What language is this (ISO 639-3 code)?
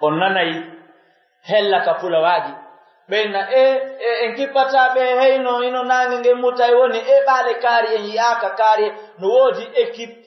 fuf